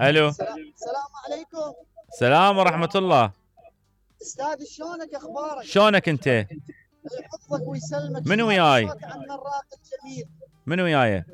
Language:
Mesopotamian Arabic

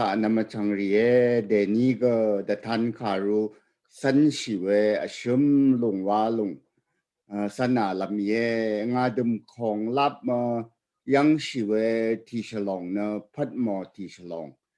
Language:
Rawang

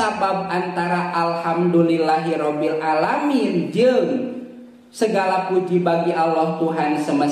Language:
Sundanese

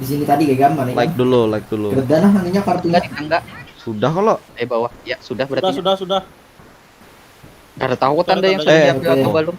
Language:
Banjar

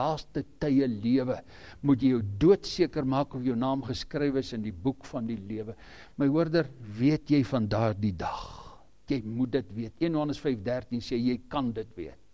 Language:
Afrikaans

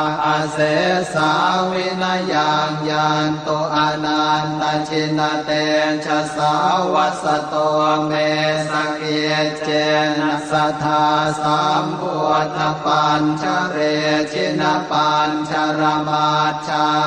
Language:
Pali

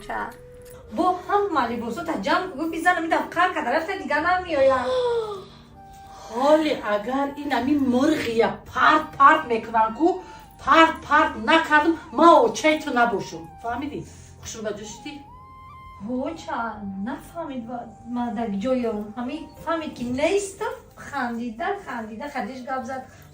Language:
Tajik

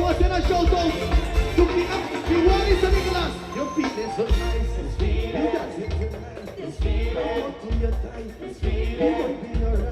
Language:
Papiamento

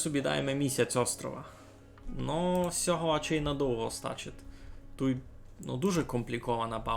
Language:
Rusyn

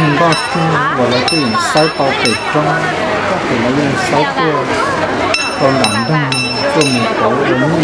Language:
Hmong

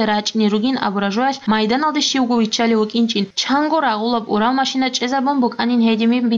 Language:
Avaric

